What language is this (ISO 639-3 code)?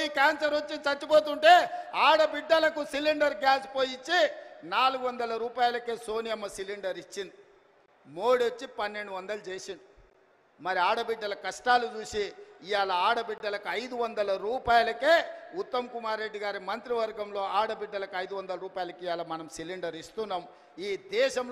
tel